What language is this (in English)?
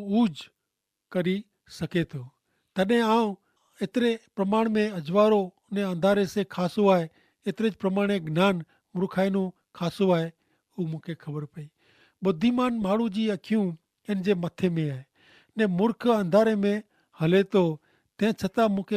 Kachhi